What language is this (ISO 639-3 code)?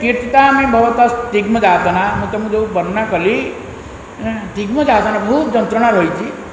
ori